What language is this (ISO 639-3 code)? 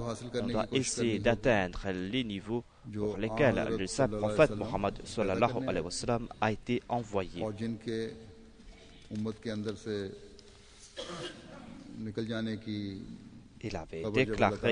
fra